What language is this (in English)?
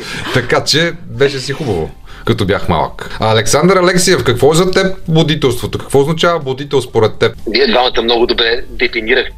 Bulgarian